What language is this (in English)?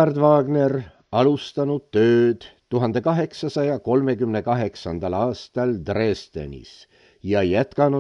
Estonian